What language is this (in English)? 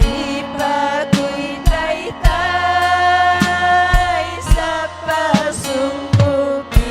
Ayacucho Quechua